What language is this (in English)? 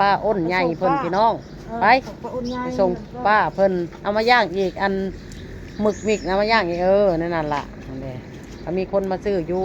Northeastern Thai